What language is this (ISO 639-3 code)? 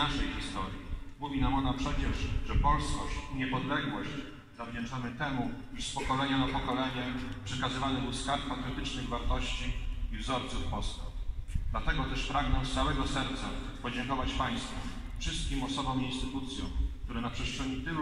pol